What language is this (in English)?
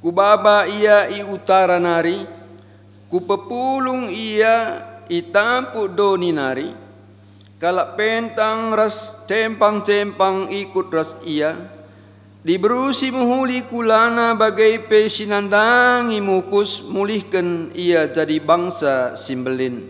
Batak Karo